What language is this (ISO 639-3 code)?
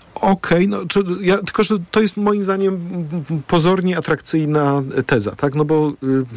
pol